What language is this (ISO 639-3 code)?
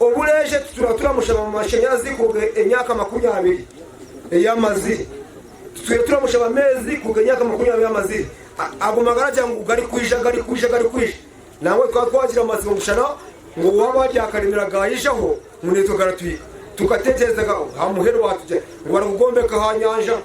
nyn